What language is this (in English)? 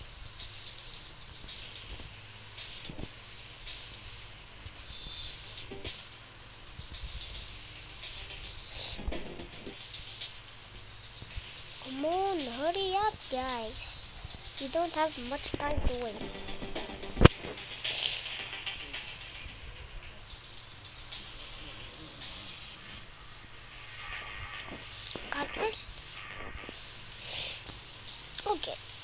English